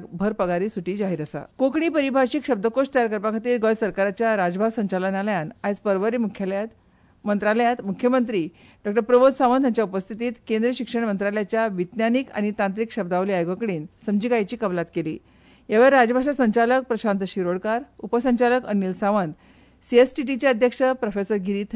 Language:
Konkani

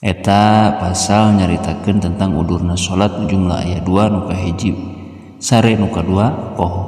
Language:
Sundanese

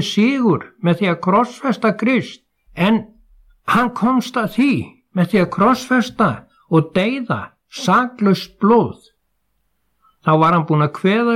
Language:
Icelandic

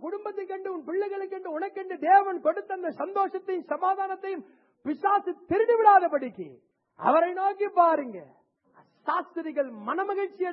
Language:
Tamil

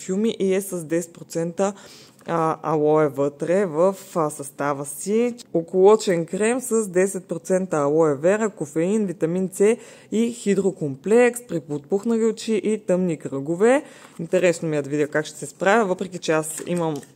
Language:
Bulgarian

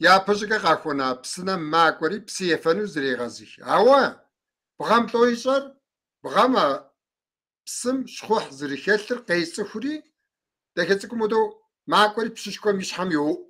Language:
Kabardian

